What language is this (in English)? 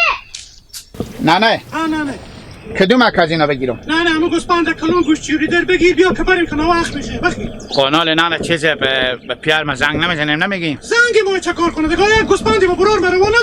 Hazaragi